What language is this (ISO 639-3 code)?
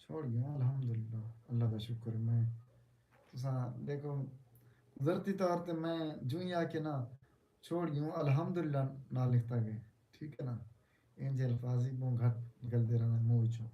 skr